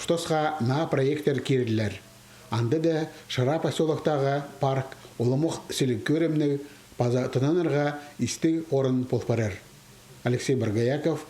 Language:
Khakas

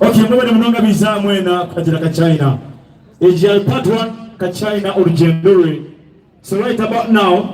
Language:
Nyankole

